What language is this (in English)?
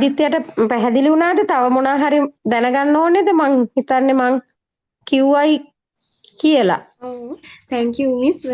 Sinhala